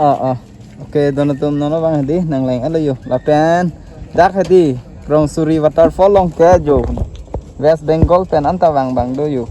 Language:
Karbi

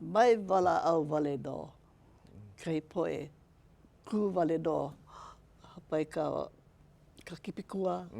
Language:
Hawaiian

